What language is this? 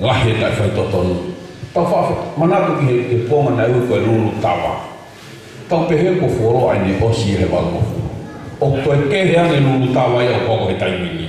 Tongan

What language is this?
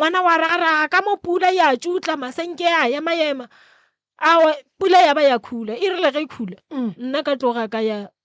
Northern Sotho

